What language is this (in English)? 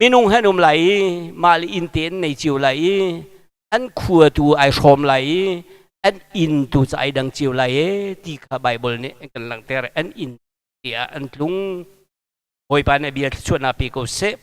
Hakha Chin